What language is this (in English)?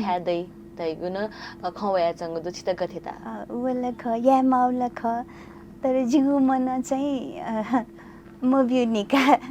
Newari